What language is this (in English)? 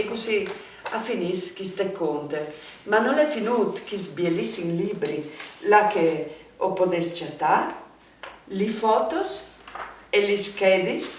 Friulian